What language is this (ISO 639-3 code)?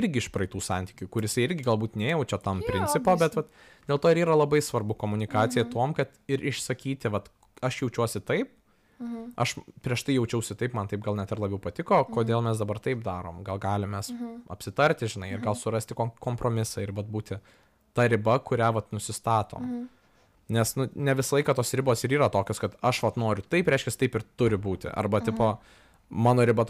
lit